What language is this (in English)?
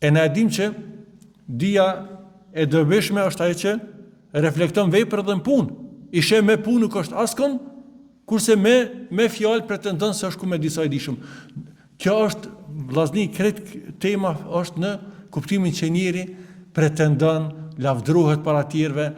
Albanian